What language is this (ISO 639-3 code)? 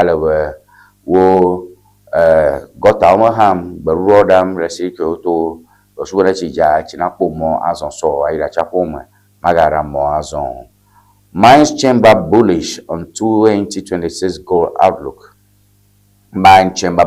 ewe